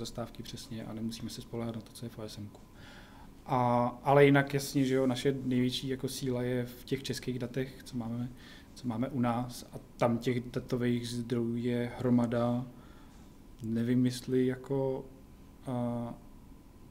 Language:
Czech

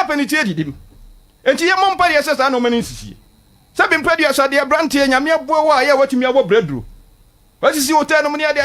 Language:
Akan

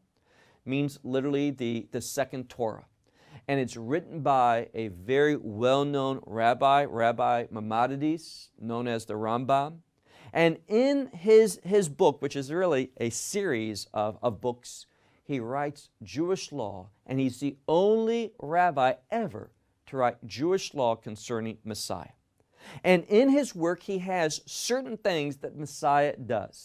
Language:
English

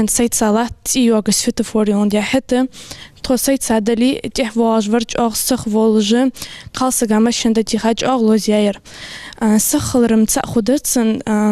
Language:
Ingush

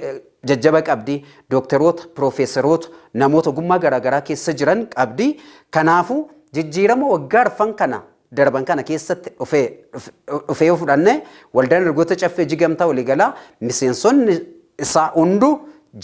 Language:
Oromo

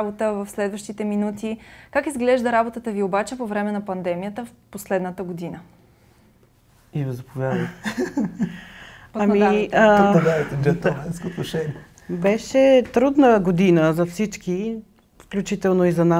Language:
Bulgarian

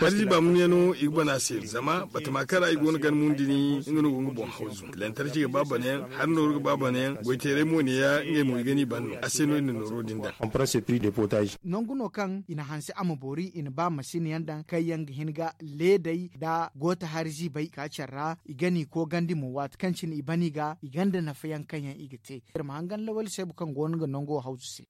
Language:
Zarma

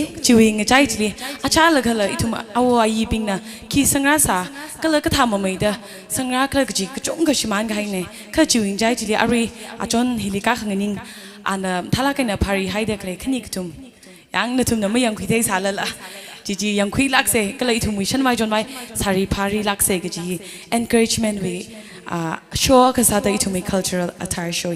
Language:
Tangkhul Naga (India)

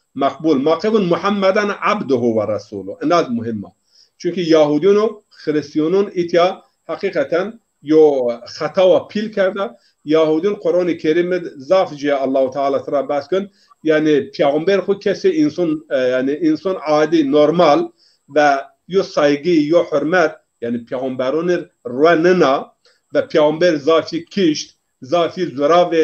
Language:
Zaza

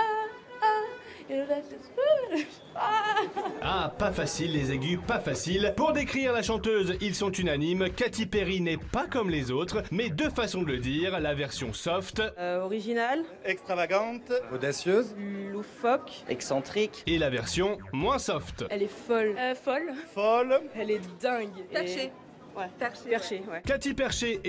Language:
French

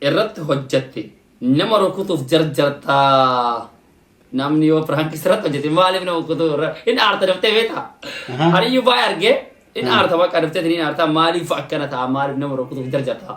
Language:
Oromo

